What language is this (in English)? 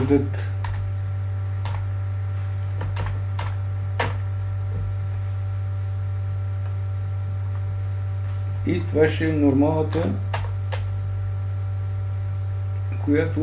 Bulgarian